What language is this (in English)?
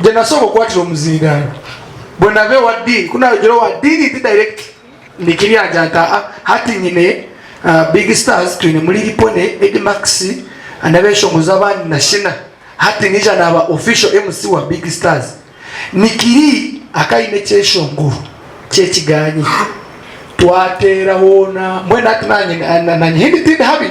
Nyankole